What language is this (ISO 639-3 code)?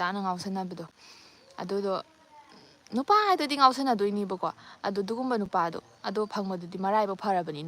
mni